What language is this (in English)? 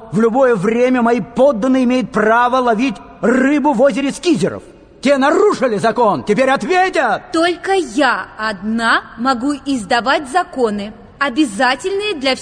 Russian